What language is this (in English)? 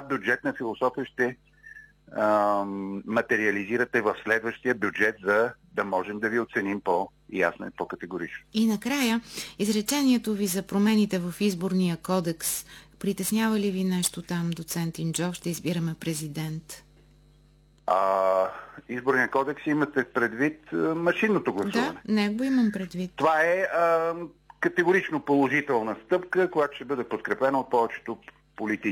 Bulgarian